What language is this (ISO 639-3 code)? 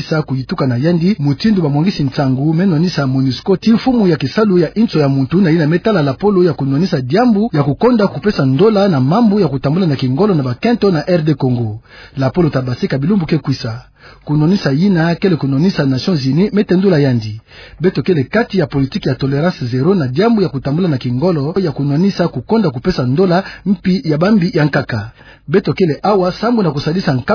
ktu